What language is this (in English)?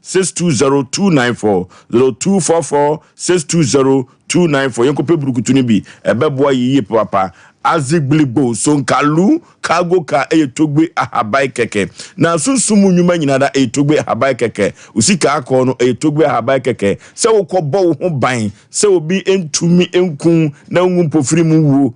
Akan